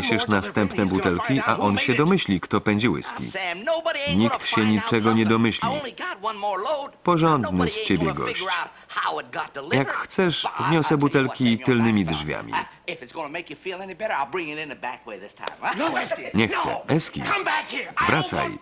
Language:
Polish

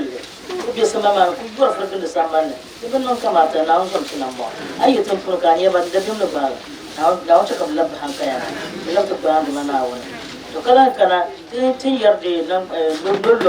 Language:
Dagbani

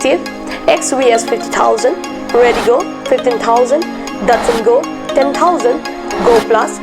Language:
Karbi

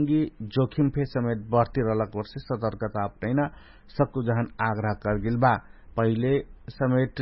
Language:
Dangaura Tharu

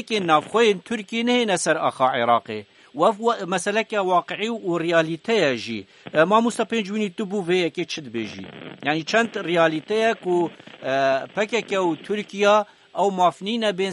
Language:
Kurdish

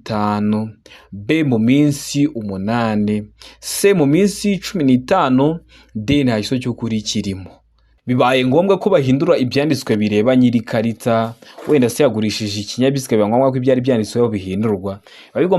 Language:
Kinyarwanda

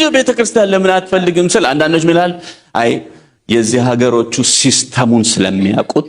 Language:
Amharic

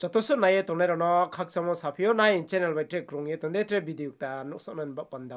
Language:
Riang (India)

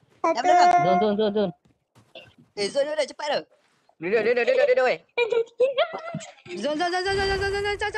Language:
Malay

